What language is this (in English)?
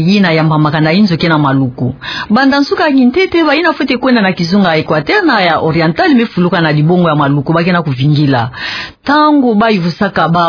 Kituba (Democratic Republic of Congo)